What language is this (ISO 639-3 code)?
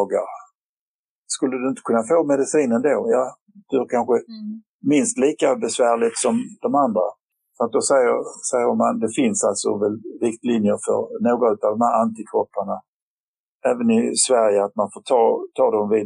swe